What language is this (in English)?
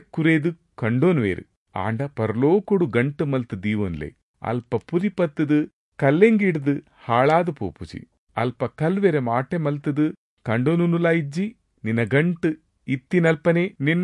Tulu